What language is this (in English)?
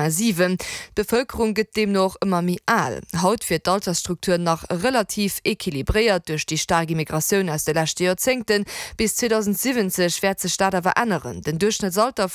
Luxembourgish